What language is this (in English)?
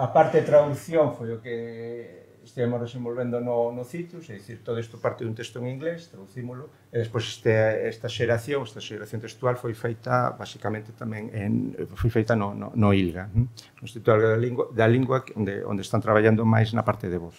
Galician